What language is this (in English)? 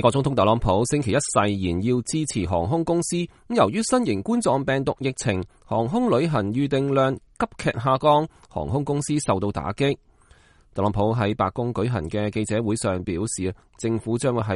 Cantonese